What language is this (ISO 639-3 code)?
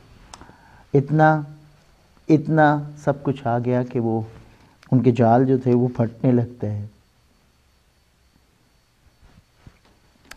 urd